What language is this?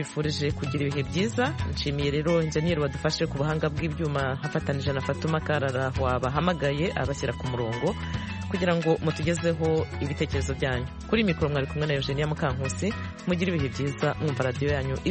Kinyarwanda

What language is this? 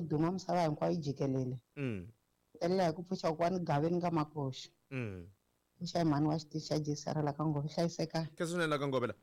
Tsonga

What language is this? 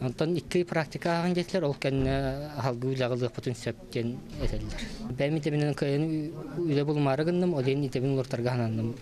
Yakut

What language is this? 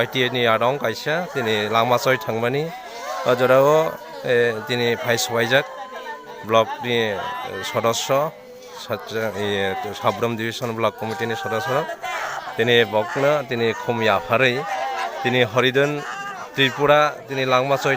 Kok Borok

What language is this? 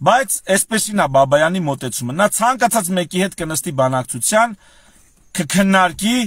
Armenian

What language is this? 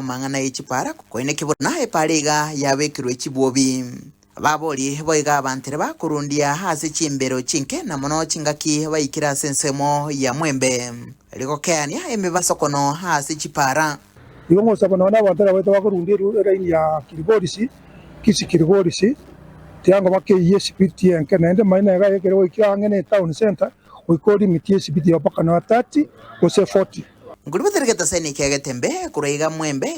Gusii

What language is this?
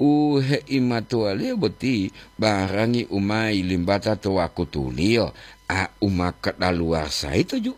Gorontalo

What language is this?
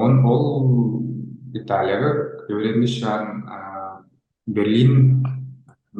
Tuvinian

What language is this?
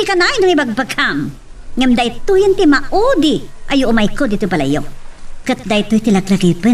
Iloko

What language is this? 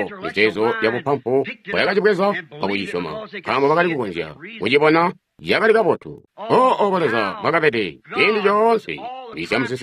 Tonga (Zambia)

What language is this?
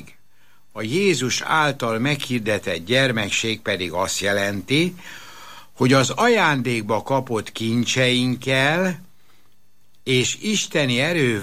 Hungarian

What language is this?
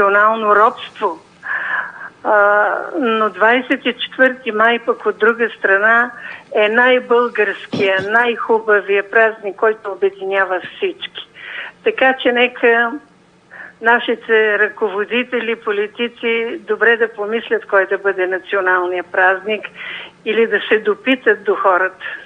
Bulgarian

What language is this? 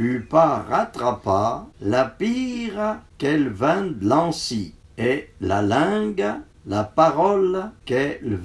Arpitan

